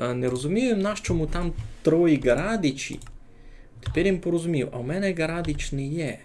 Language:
Rusyn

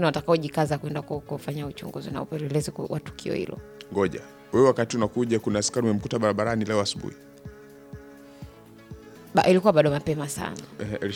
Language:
Swahili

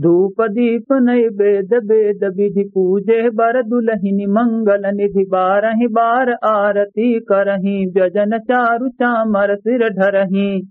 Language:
Awadhi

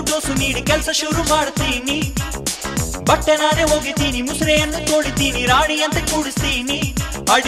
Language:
Kannada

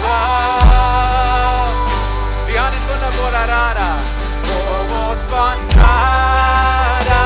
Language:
Plautdietsch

